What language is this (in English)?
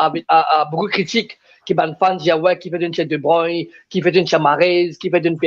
Morisyen